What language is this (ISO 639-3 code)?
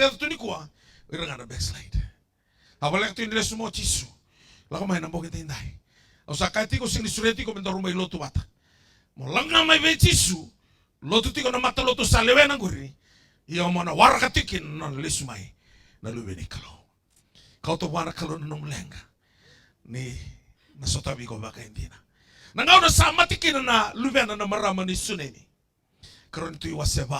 fij